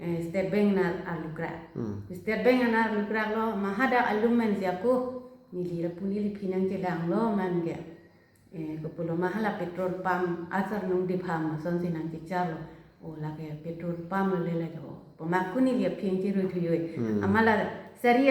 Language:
Karbi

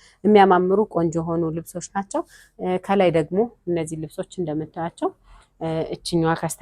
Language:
Amharic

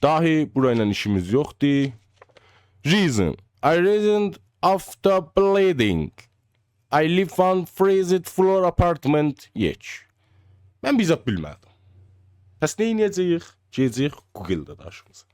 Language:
South Azerbaijani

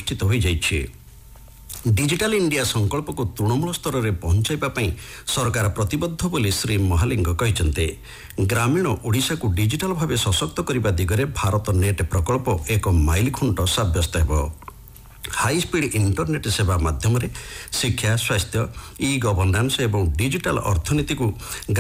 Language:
Odia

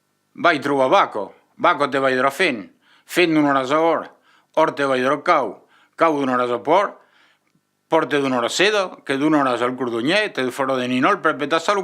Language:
Occitan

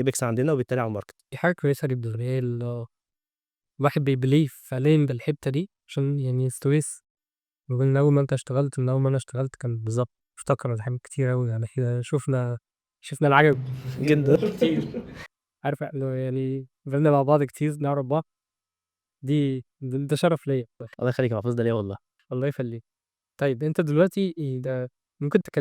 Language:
Egyptian Arabic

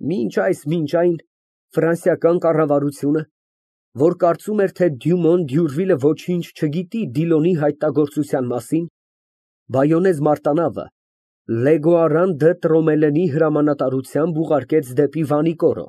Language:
Armenian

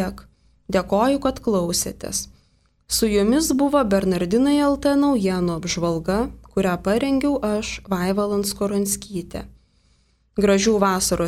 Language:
Lithuanian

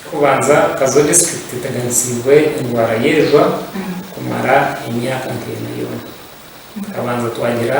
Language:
Nyankole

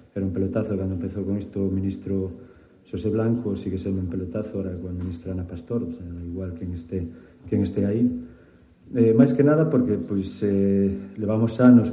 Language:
Galician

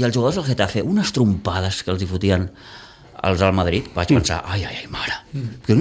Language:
Catalan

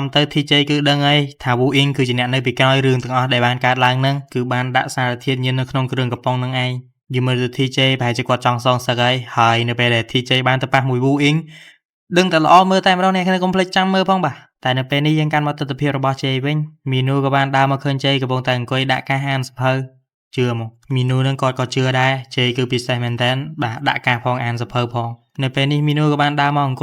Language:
Khmer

